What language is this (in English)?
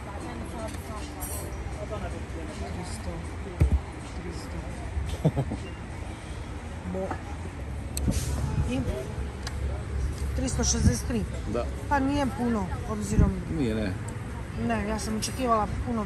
Croatian